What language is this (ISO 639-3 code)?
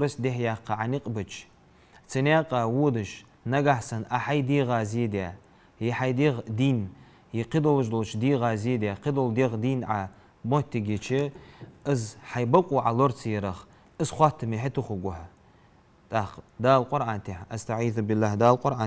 inh